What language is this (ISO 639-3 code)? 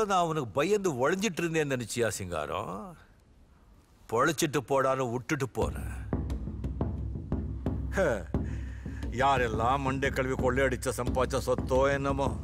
tam